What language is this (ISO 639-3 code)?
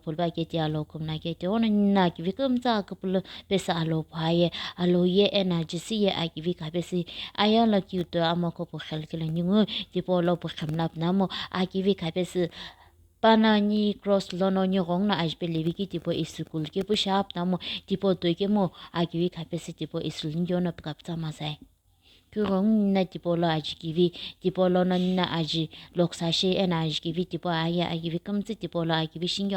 nsm